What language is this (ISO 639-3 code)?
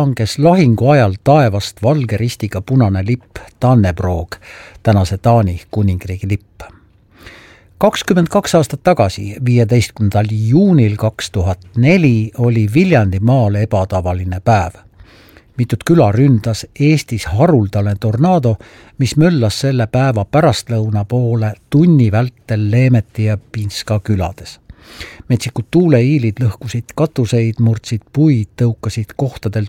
est